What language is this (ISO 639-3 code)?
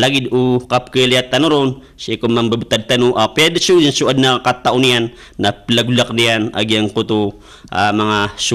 mrw